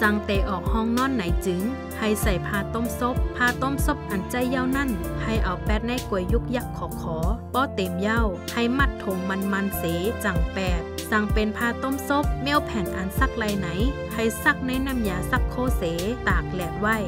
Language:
Shan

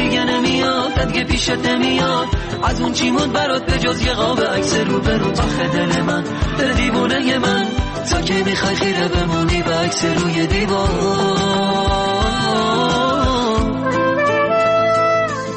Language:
Persian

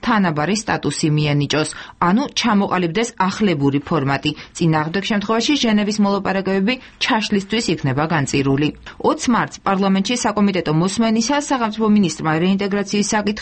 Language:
Georgian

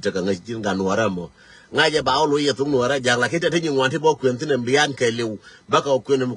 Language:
Nuer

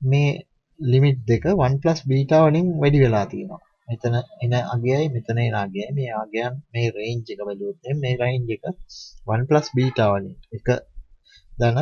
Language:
Sinhala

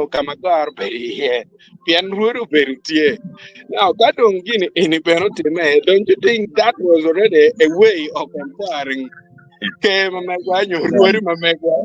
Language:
Acoli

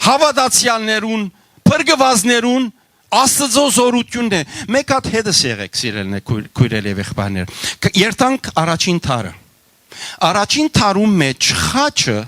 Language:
Western Armenian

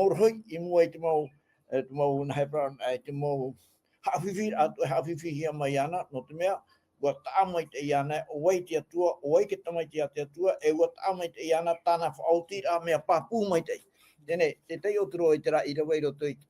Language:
Tahitian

